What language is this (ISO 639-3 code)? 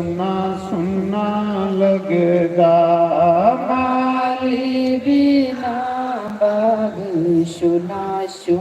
doi